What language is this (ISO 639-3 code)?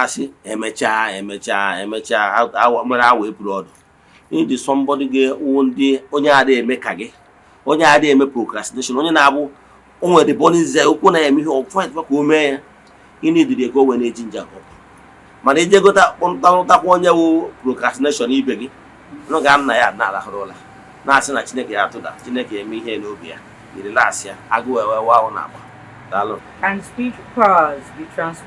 ibo